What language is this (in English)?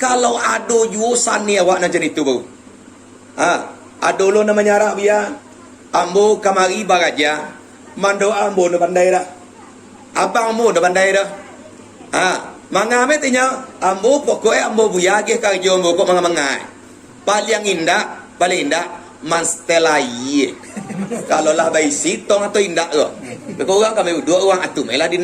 Minangkabau